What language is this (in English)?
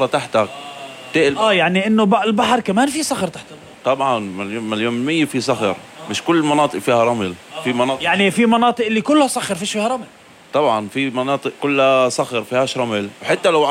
North Levantine Arabic